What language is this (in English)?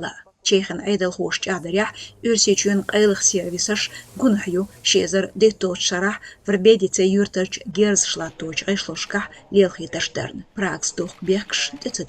Chechen